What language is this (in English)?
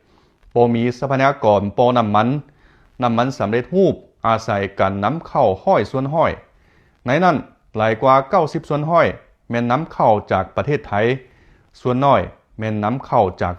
Lao